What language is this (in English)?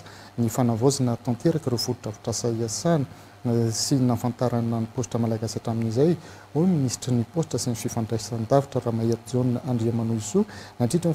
Malagasy